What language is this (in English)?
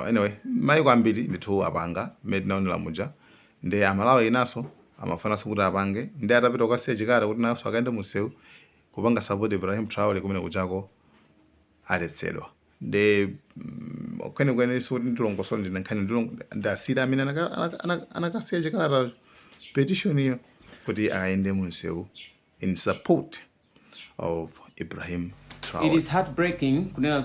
Nyanja